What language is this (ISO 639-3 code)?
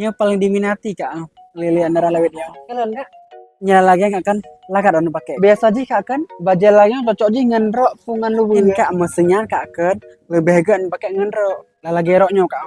ace